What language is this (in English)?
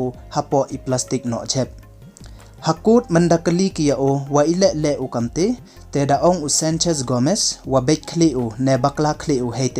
Pnar